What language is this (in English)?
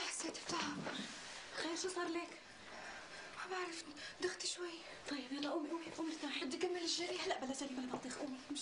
North Levantine Arabic